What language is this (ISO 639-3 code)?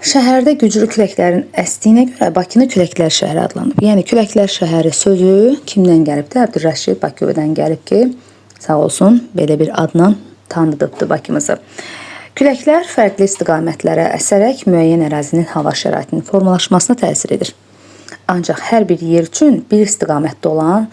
aze